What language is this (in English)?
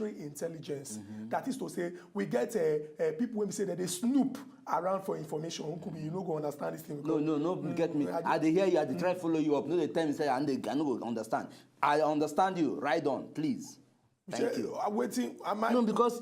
Nigerian Pidgin